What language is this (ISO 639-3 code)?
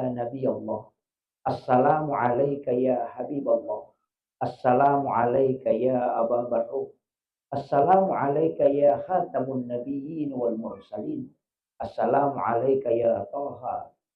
bug